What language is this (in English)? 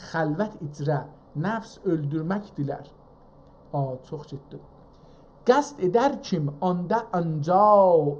South Azerbaijani